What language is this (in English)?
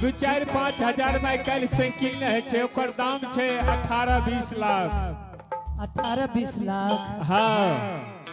Angika